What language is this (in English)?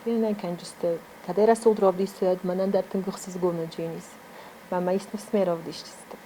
Ossetic